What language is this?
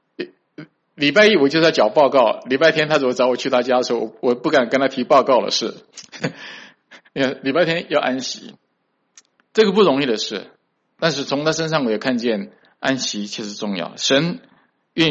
Chinese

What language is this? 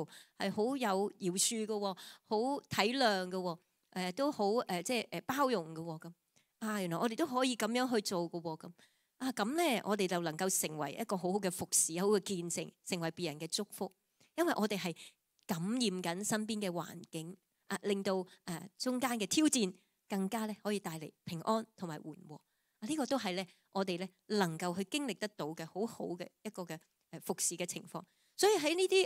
Cantonese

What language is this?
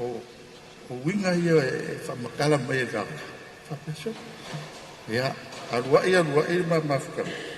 Samoan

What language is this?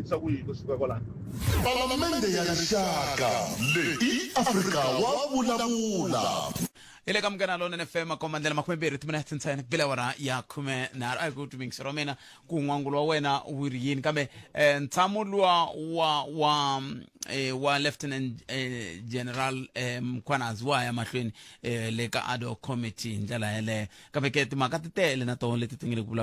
Tsonga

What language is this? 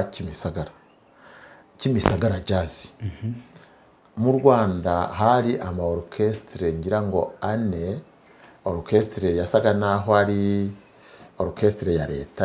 Kinyarwanda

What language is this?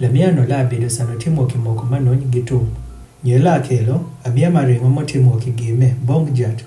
Adhola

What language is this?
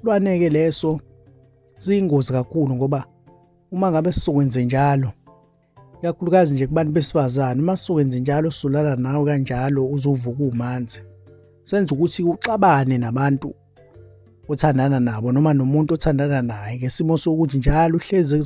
Zulu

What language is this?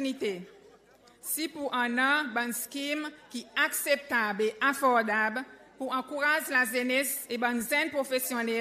Seselwa Creole French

